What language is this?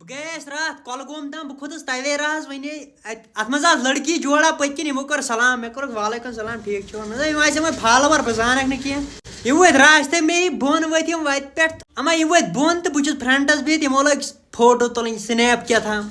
Kashmiri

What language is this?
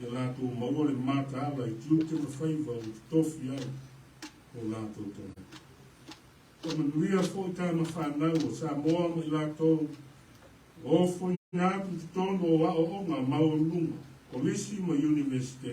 Samoan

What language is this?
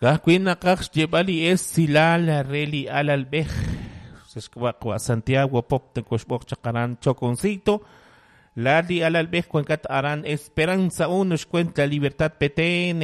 Kekchí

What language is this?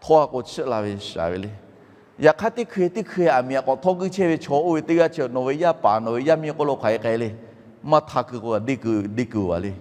Lahu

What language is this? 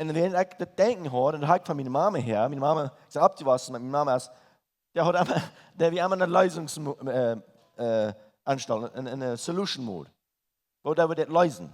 Plautdietsch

